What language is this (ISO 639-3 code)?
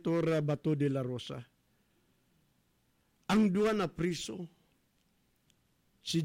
ceb